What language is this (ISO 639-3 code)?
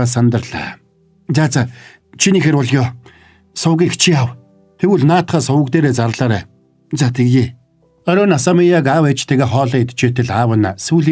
mon